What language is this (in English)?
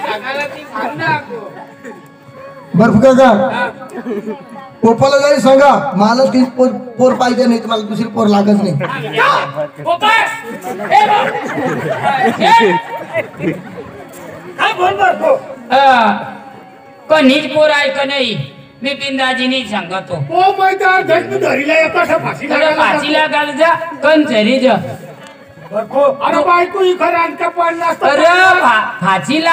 Marathi